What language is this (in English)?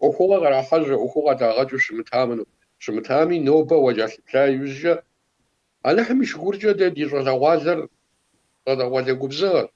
Kabardian